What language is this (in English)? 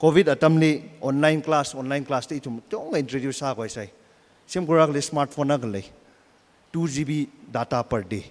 Tangkhul Naga (India)